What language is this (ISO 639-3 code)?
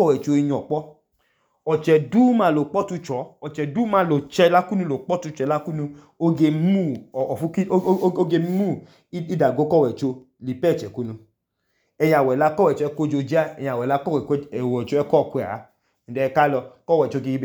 idu